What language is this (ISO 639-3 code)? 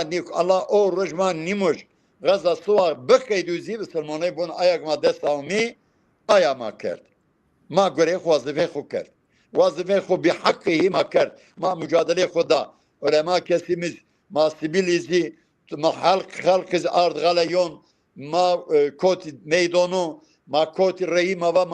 zza